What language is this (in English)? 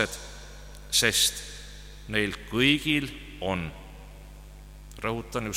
Estonian